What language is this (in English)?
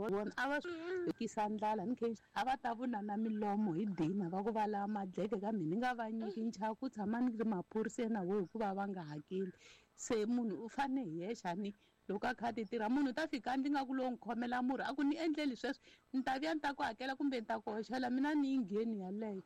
Tsonga